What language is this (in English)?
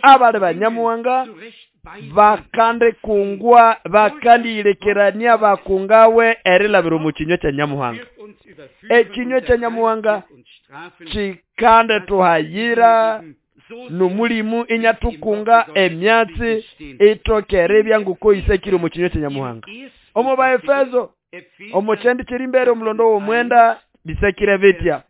Nande